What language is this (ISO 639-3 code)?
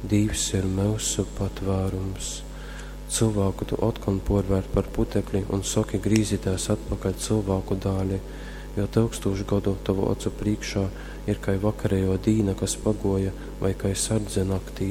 ltg